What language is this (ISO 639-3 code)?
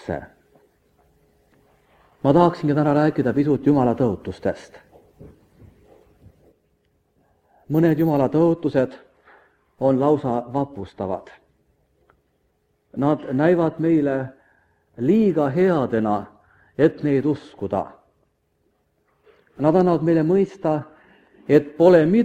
est